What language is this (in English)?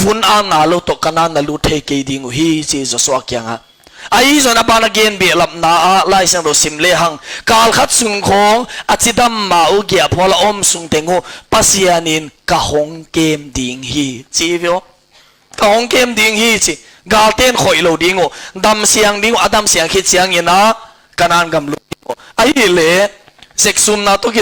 Tedim Chin